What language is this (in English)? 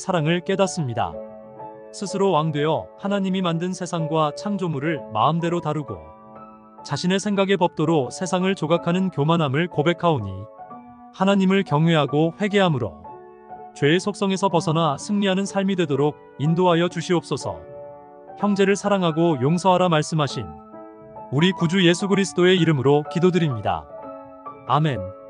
Korean